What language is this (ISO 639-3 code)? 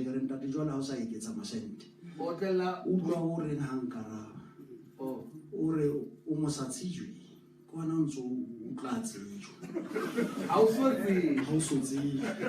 sot